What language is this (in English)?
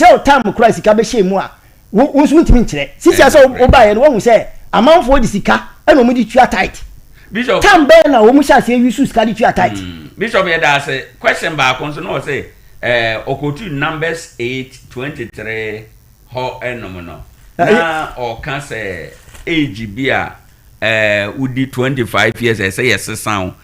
Akan